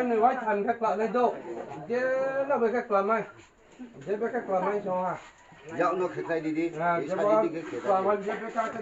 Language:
Riang (India)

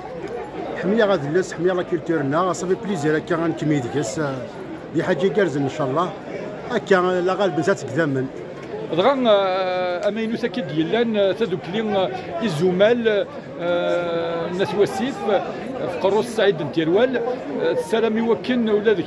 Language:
Kabyle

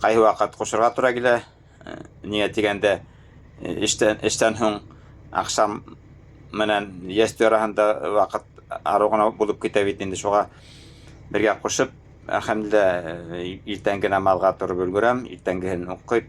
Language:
Bashkir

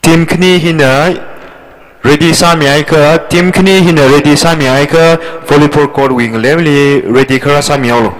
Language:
Tangkhul Naga (India)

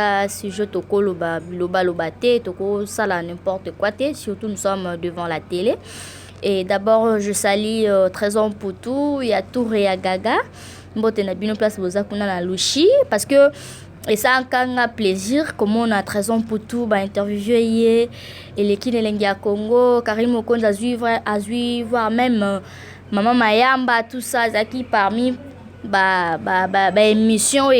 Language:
Lingala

